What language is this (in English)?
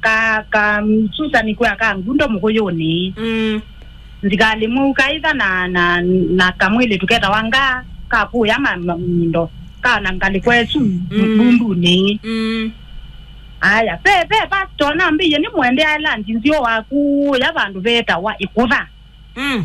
Kamba